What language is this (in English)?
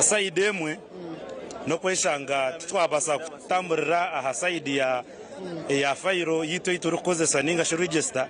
Nyankole